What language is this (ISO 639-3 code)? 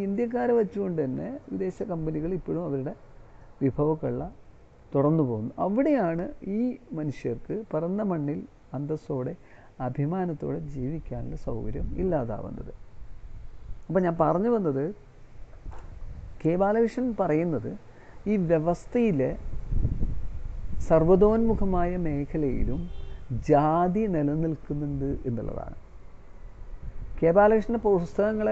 mal